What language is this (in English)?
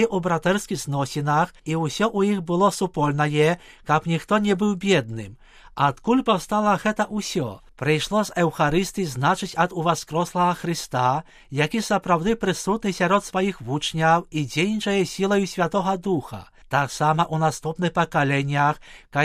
Belarusian